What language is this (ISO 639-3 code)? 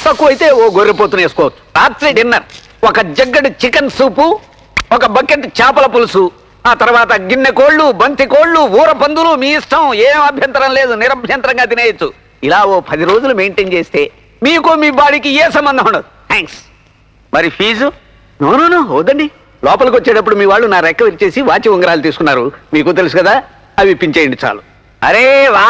tel